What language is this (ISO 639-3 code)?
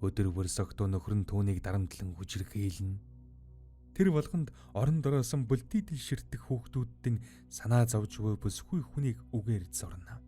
mon